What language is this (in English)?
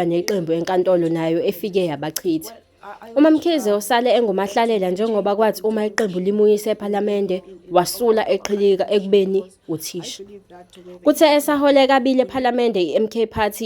Zulu